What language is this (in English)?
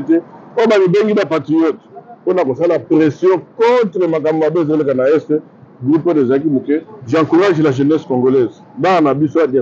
Lingala